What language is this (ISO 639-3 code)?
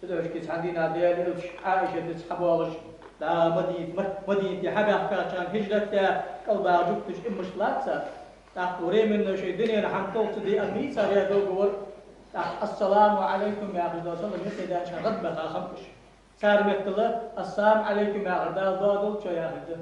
inh